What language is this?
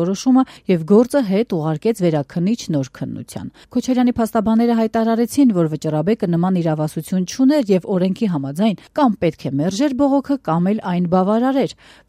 Armenian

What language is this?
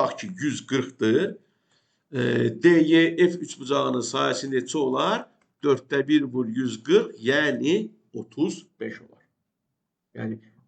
Azerbaijani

